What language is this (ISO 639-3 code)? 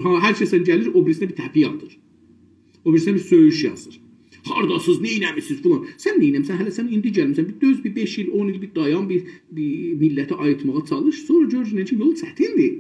azb